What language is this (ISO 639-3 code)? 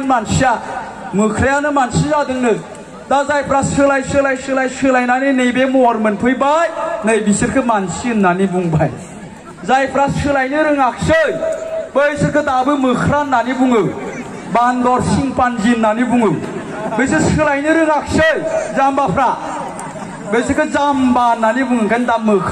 brx